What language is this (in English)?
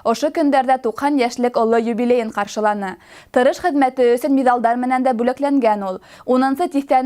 Bashkir